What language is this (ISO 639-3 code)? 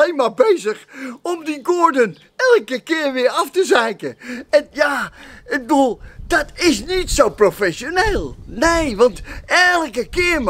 nld